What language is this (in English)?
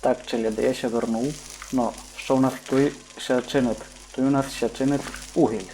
Rusyn